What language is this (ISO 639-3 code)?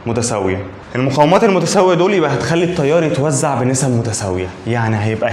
arz